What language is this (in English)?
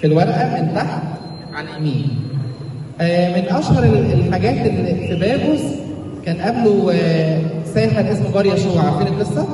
Egyptian Arabic